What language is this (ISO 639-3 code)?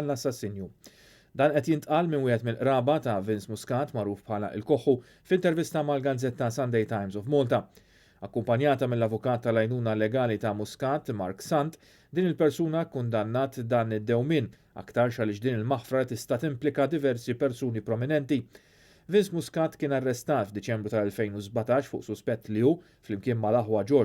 mlt